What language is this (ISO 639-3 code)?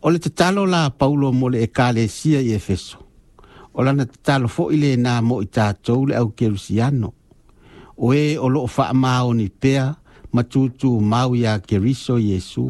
smo